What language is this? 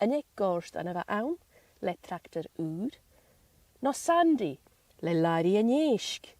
Scottish Gaelic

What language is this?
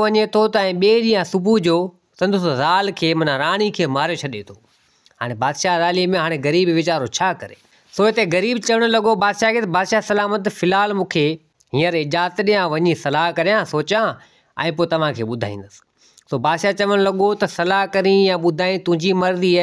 Sindhi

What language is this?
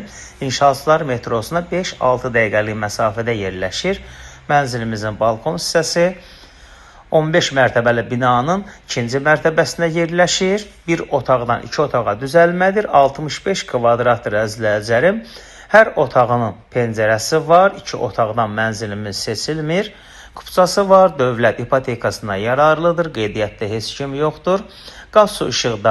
Azerbaijani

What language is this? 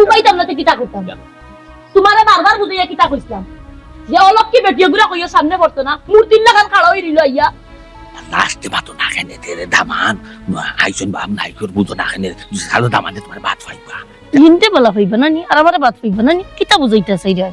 Sylheti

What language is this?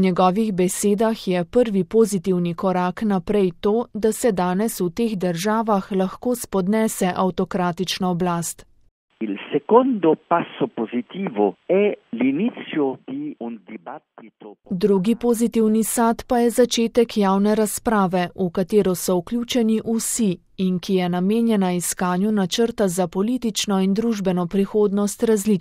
Slovenian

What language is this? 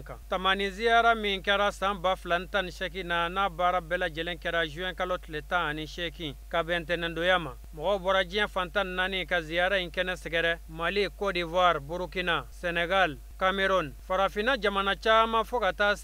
Bambara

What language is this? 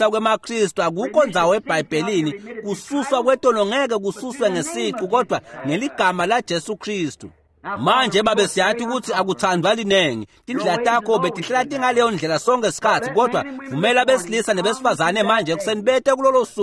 Swati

